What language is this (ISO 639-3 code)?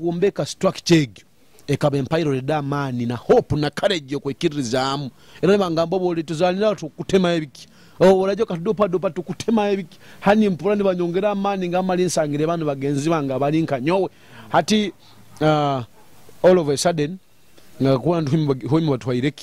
nyo